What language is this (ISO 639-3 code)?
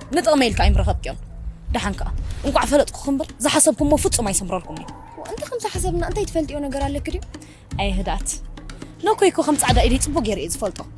tir